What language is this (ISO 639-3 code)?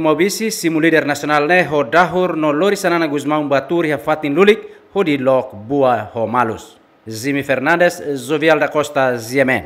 tet